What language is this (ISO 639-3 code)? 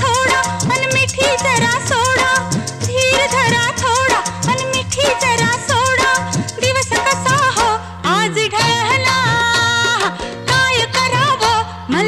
mar